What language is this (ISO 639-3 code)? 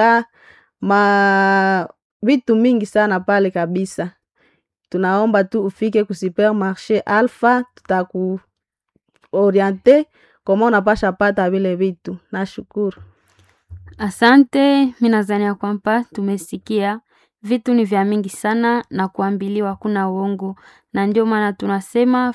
swa